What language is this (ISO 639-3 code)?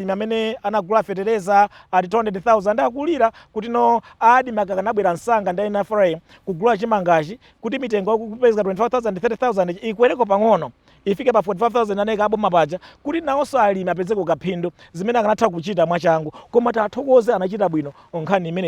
nya